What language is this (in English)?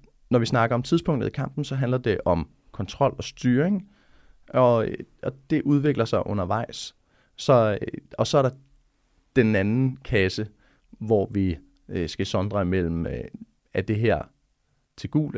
Danish